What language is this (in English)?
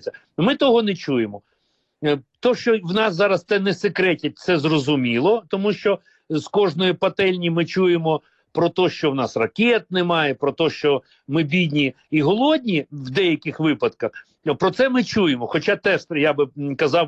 Ukrainian